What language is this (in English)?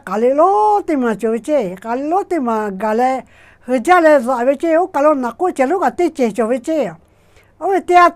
Lahu